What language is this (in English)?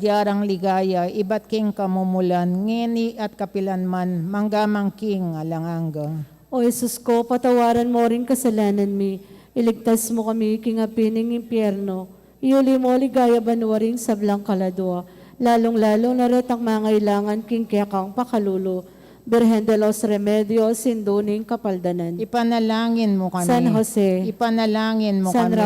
Pampanga